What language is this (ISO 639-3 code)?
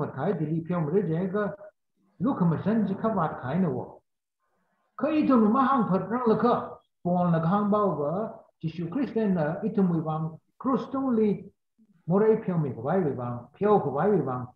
nmf